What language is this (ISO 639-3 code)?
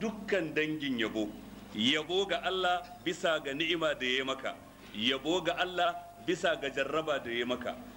hau